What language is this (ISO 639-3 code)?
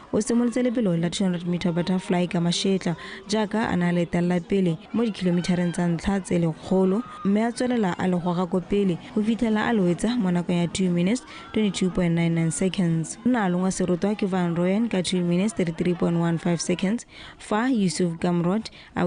tsn